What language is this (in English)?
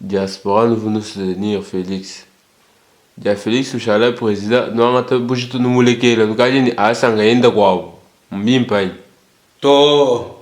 Luba-Lulua